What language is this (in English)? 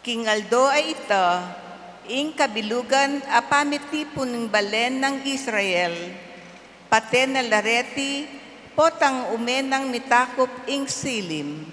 Pampanga